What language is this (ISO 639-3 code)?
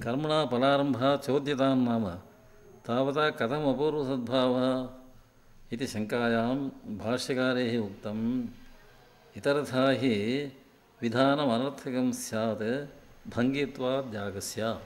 san